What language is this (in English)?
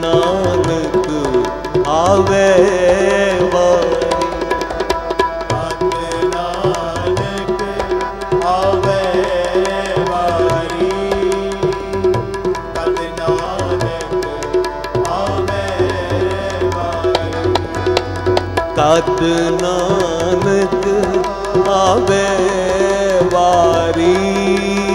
Punjabi